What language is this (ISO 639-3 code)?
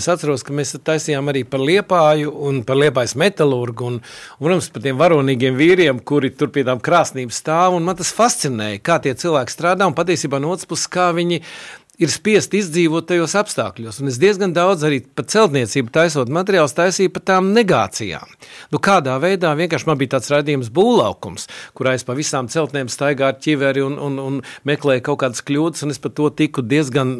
lav